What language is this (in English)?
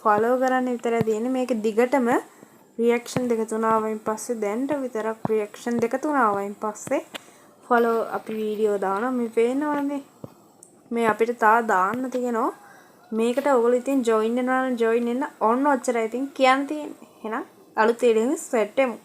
Sinhala